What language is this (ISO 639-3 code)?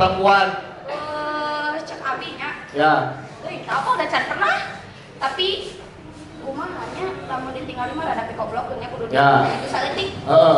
sun